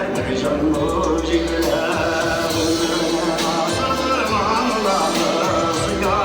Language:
Tatar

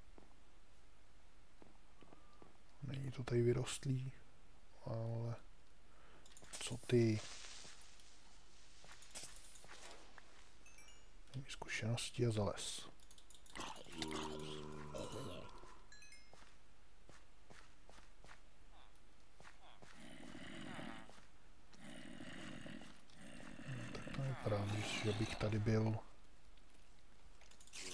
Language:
Czech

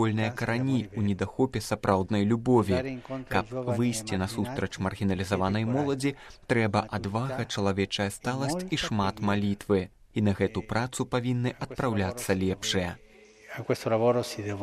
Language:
Belarusian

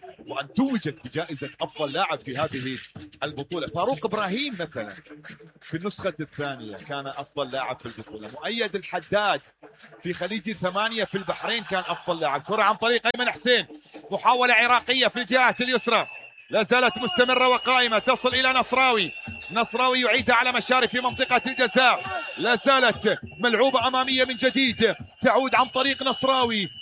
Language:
Mesopotamian Arabic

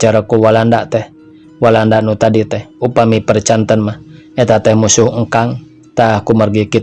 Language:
Sundanese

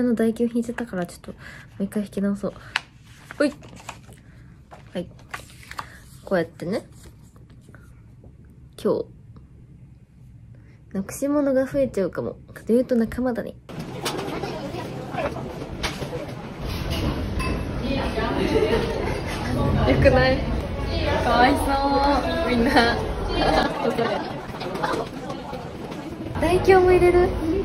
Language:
Japanese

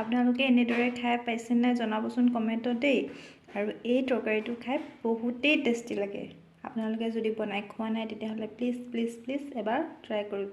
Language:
Assamese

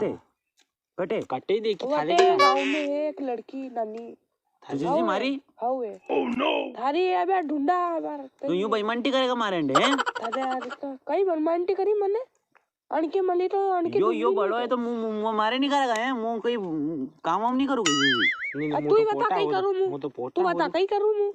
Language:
Rajasthani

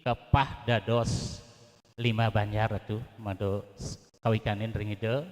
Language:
Balinese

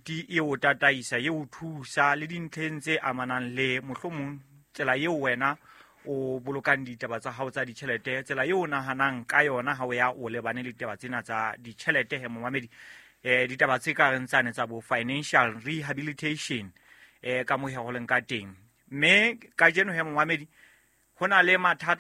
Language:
Southern Sotho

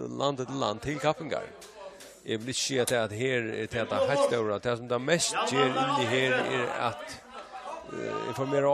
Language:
Faroese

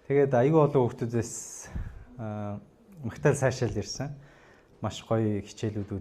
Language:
Mongolian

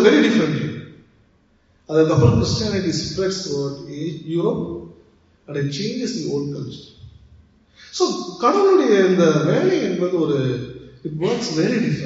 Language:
Tamil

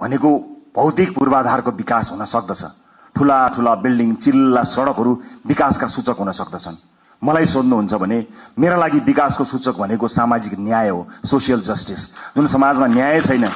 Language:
Nepali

